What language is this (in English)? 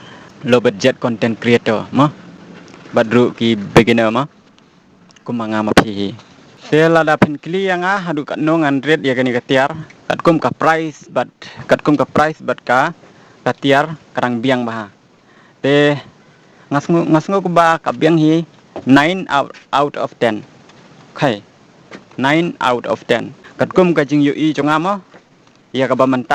Khasi